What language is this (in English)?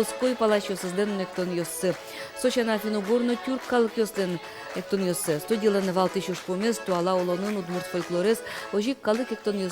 Udmurt